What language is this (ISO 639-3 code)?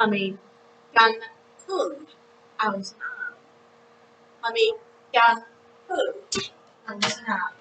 gla